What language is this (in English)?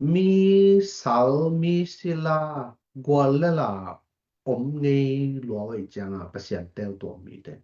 Tedim Chin